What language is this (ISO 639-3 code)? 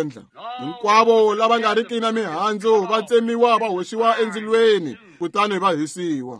tso